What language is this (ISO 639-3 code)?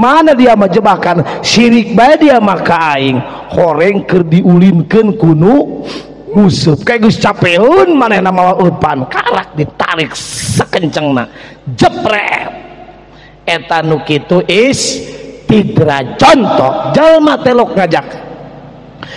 sun